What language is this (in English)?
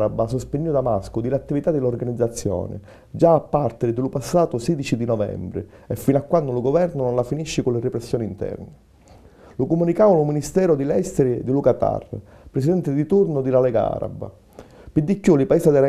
Sicilian